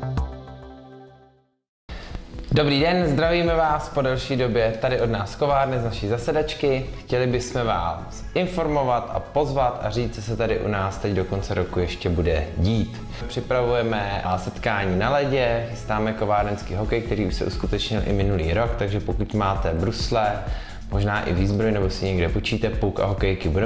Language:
Czech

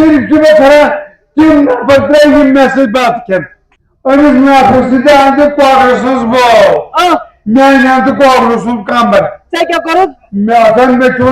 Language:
Kashmiri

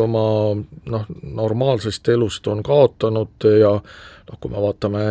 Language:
Estonian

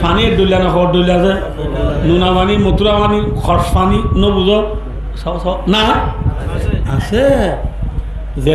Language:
Rohingya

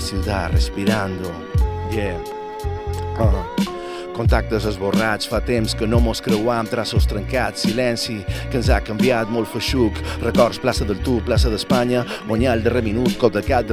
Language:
Catalan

